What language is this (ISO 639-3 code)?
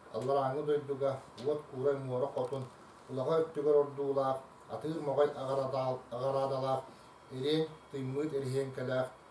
sah